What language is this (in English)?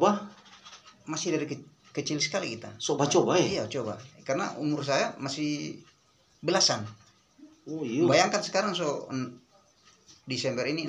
Manado Malay